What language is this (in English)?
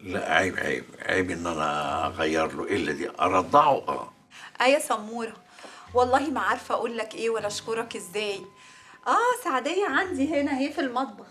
Egyptian Arabic